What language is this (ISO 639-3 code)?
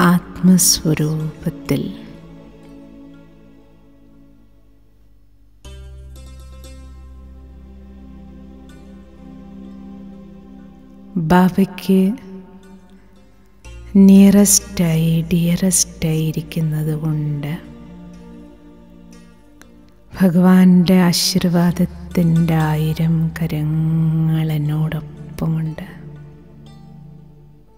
mal